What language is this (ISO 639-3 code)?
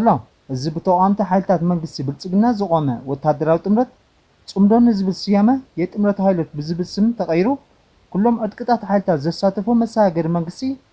tir